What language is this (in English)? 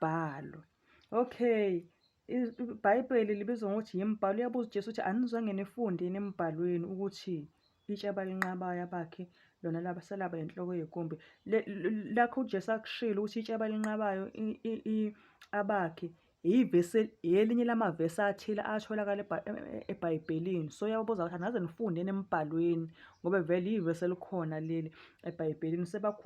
Zulu